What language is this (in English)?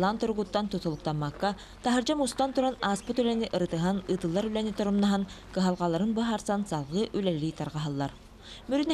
Yakut